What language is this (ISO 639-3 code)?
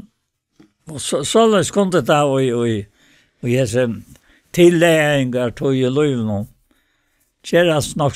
fao